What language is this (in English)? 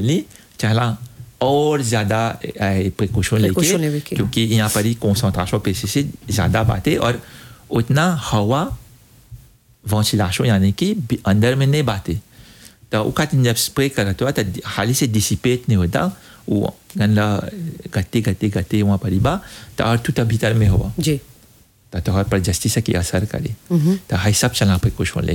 Bhojpuri